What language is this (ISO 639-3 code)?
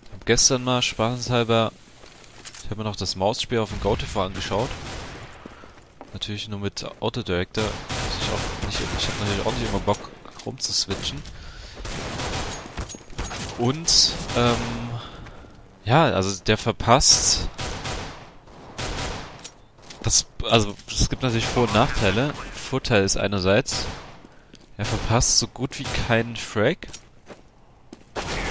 deu